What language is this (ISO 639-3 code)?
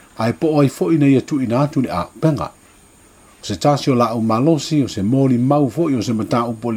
smo